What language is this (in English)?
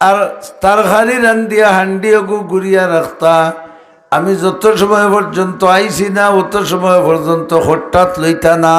Sylheti